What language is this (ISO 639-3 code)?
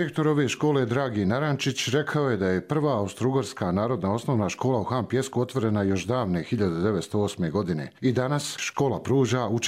hrv